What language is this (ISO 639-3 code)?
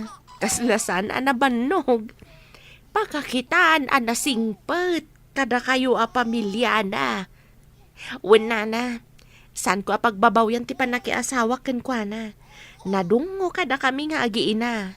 ilo